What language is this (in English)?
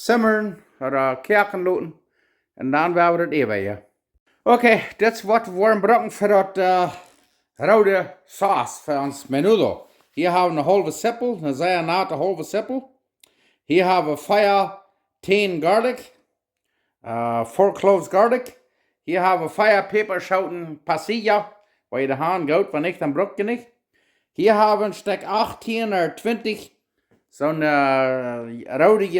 Plautdietsch